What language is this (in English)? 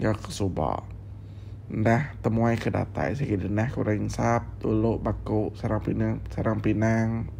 Iban